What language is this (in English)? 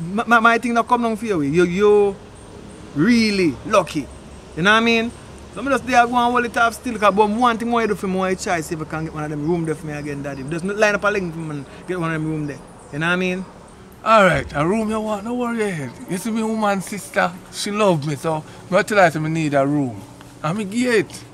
Jamaican Creole English